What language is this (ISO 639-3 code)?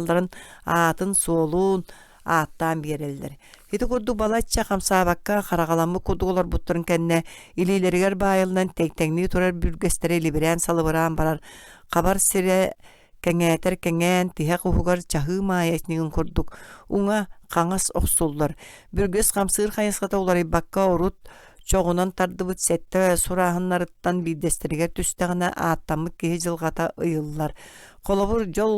sah